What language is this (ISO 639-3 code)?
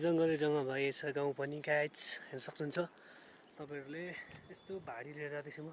nep